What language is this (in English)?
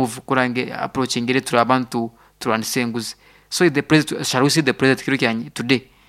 Nyankole